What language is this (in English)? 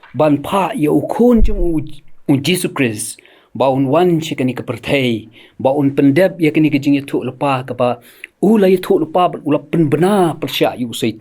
Khasi